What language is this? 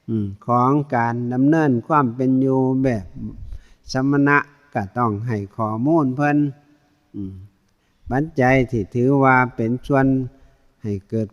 Northeastern Thai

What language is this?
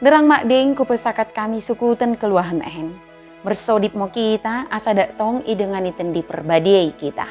Batak Dairi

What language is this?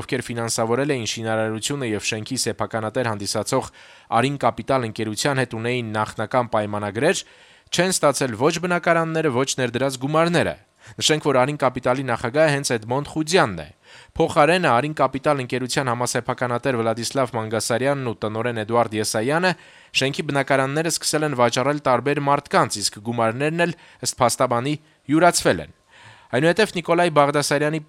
Armenian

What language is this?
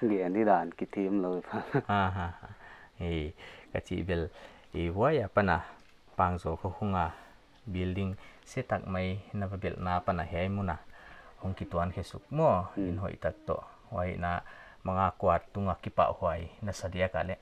Paite Chin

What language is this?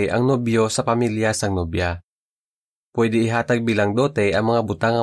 Hiligaynon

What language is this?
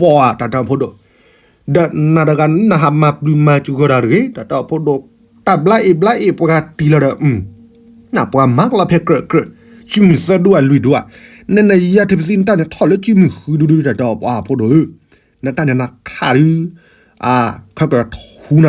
S'gaw Karen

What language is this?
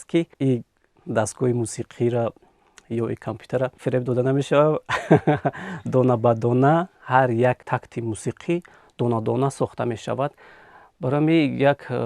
Tajik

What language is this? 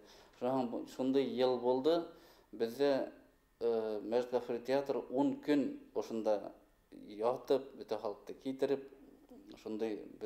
Bashkir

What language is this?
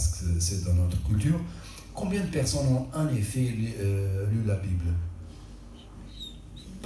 French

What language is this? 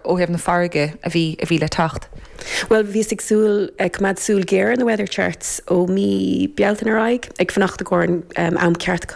Irish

